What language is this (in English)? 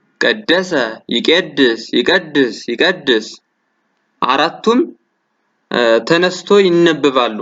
Amharic